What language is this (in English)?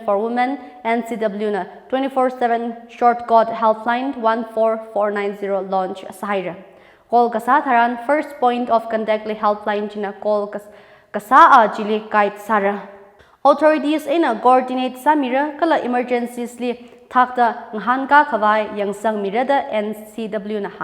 Tangkhul Naga (India)